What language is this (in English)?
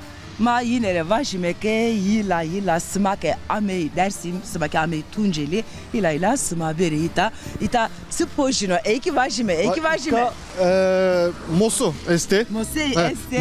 Zaza